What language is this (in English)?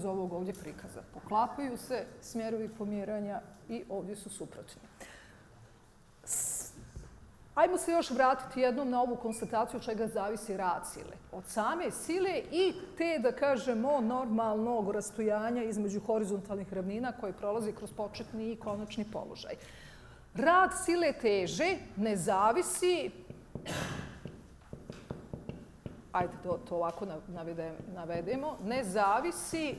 Bosnian